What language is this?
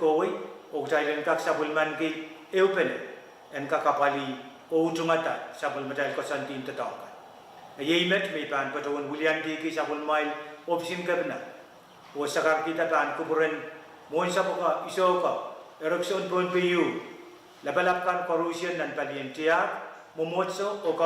Pohnpeian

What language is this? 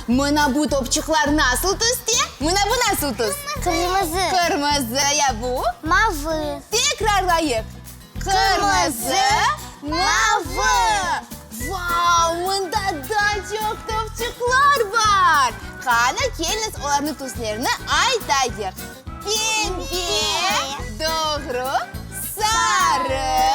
Crimean Tatar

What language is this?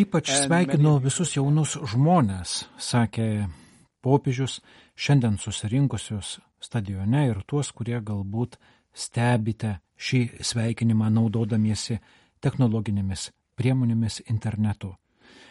Lithuanian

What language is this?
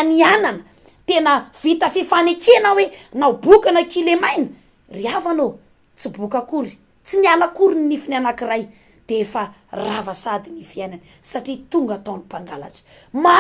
Malagasy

